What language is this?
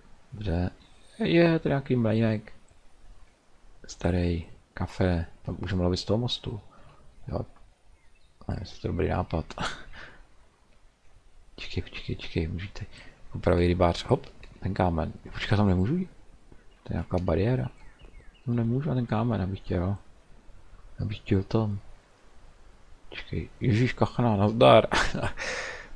Czech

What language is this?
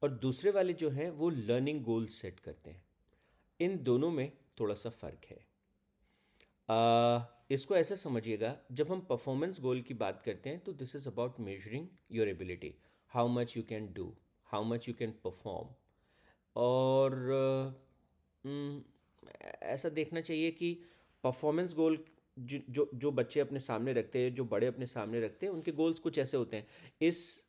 Hindi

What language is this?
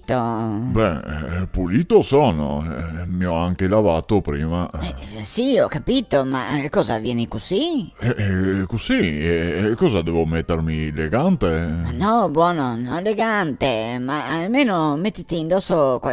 Venetian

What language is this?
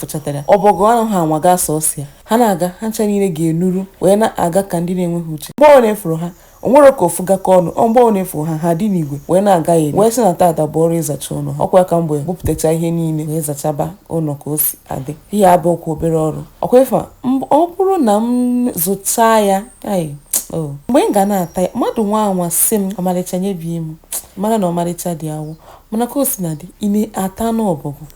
Igbo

